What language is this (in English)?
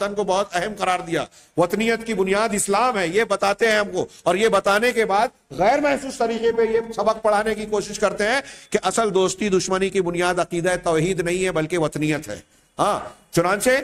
Urdu